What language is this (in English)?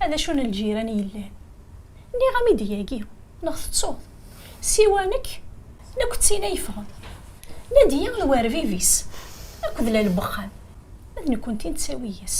Kabyle